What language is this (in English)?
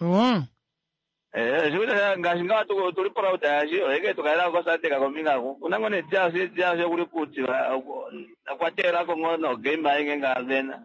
Kuanyama